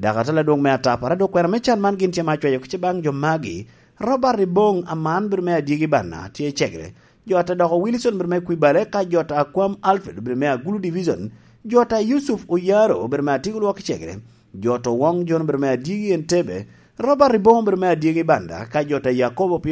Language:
Lango (Uganda)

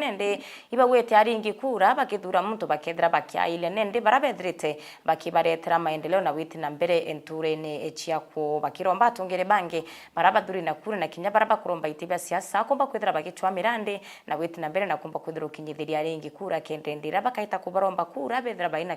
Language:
Meru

